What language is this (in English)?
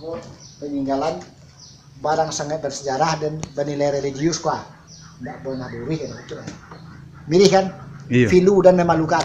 Minangkabau